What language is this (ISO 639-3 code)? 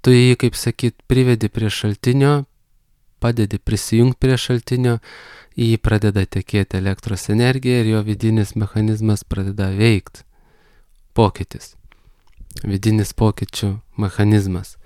lit